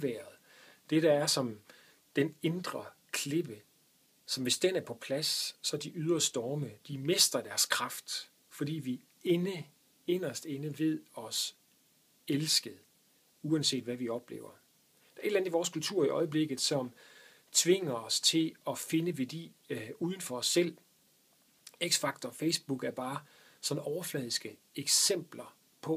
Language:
Danish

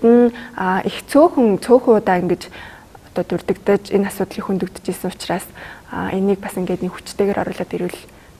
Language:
Mongolian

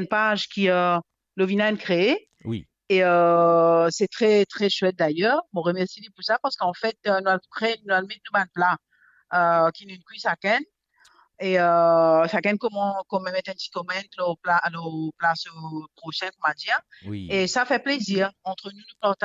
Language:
Morisyen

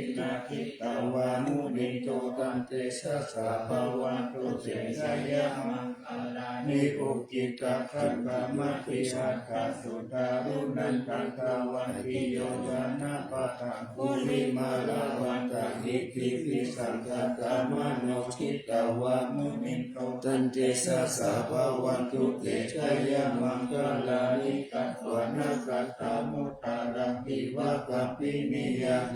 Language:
Pali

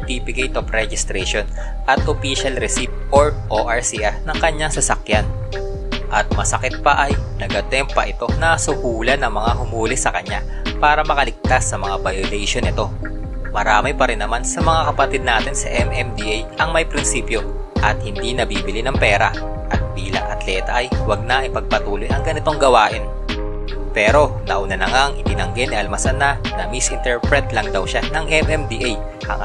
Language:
Filipino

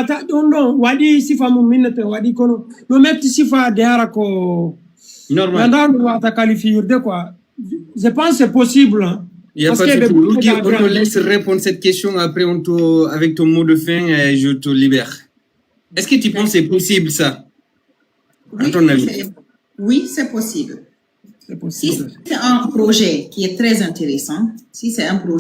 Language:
Fula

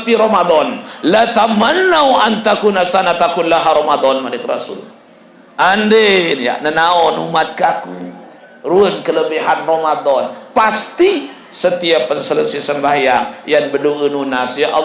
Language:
Sasak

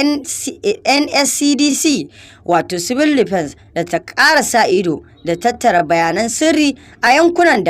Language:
Hausa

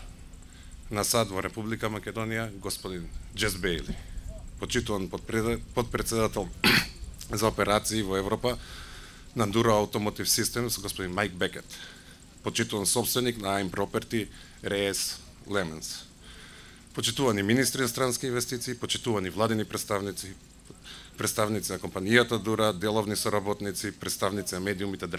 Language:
Macedonian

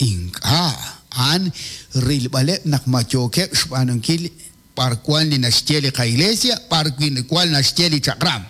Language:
Kekchí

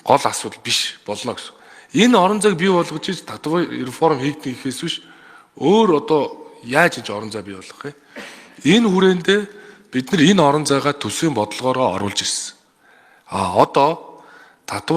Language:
Mongolian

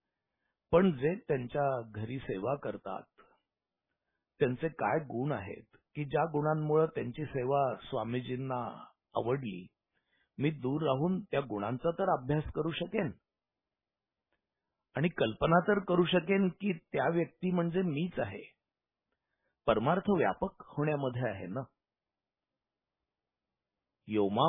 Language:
Marathi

